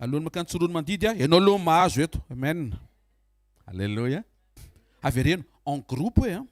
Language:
Malagasy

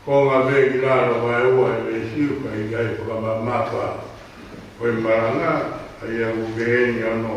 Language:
Tongan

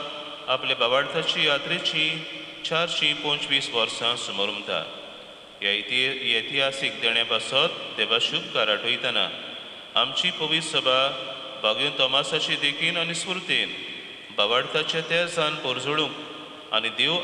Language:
Konkani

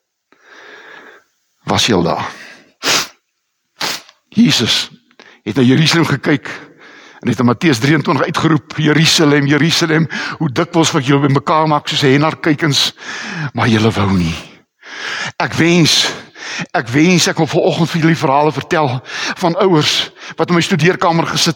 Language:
Afrikaans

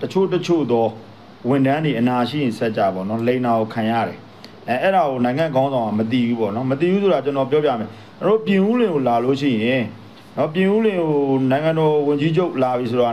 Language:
Burmese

